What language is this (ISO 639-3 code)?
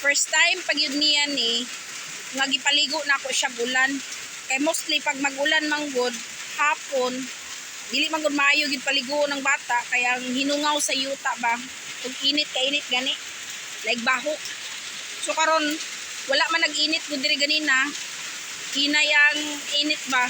ceb